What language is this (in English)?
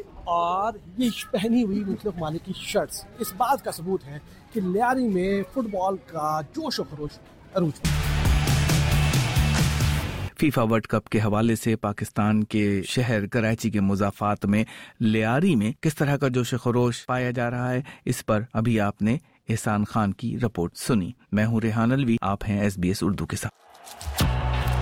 Urdu